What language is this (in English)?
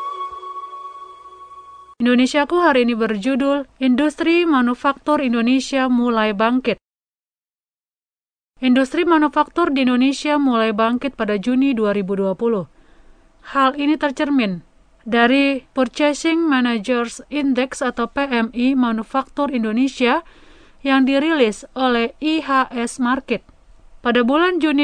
Indonesian